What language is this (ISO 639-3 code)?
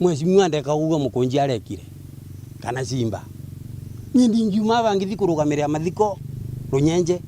mer